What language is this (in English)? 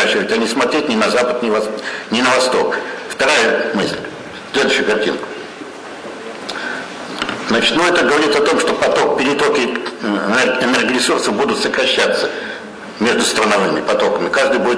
Russian